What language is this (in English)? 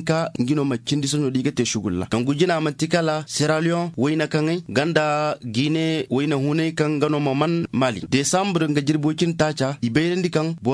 Zarma